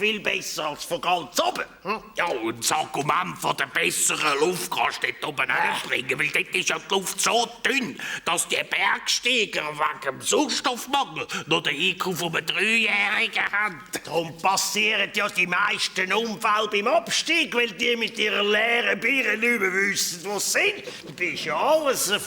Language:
Swiss German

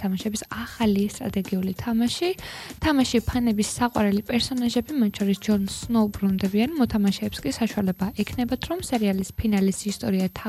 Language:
Georgian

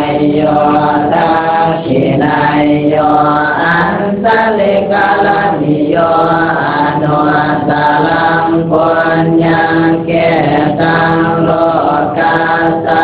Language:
Pali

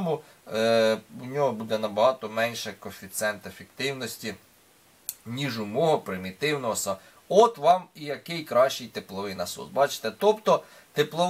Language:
Ukrainian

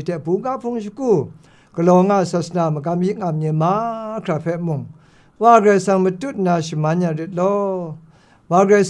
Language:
Kachin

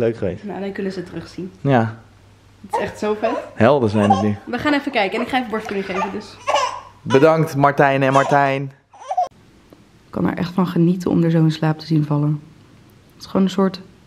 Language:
Dutch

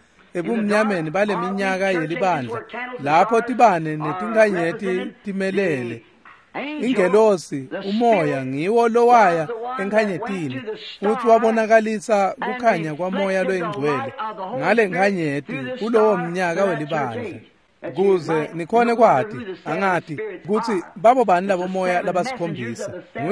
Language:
Swati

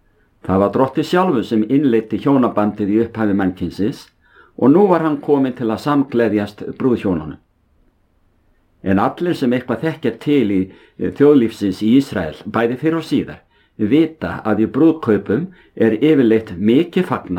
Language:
Icelandic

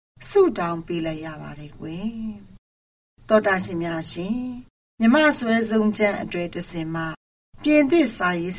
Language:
Burmese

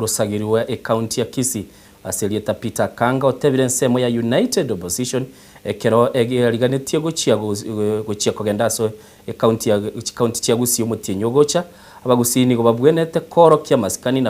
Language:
Gusii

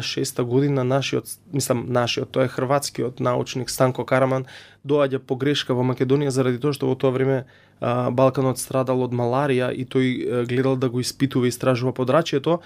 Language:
Macedonian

